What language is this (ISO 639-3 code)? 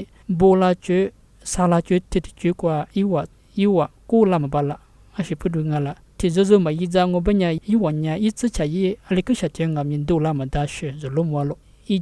lis